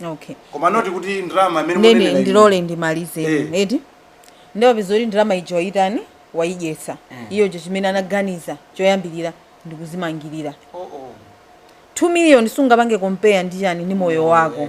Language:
Nyanja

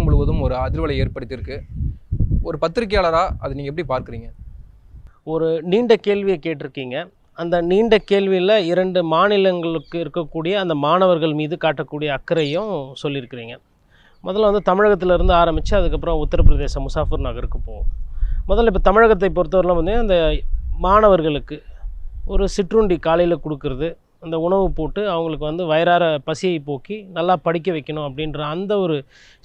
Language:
Tamil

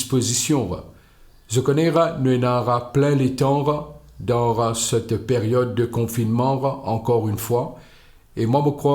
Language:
Morisyen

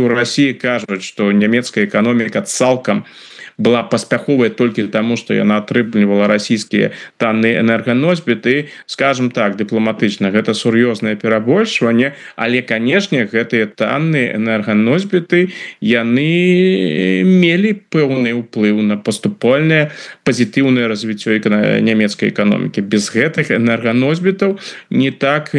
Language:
Belarusian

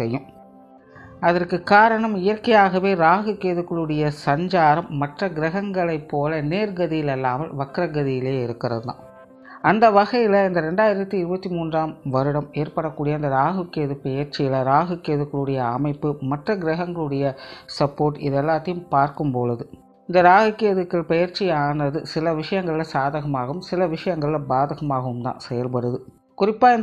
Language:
Tamil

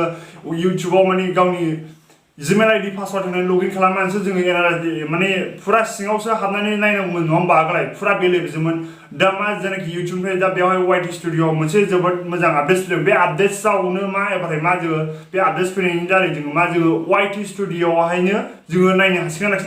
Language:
Bodo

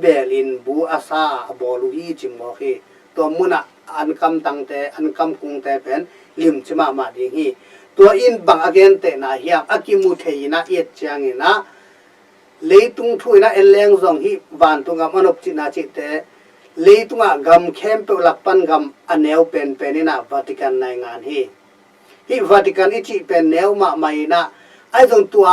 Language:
Tedim Chin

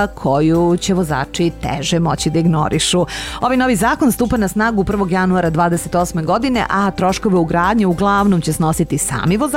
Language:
Serbian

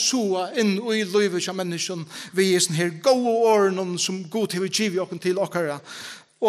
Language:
Faroese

